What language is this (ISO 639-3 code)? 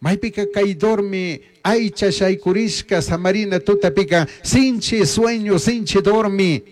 qug